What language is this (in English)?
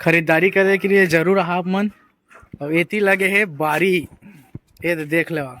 Chhattisgarhi